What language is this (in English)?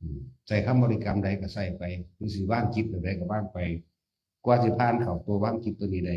Northeastern Thai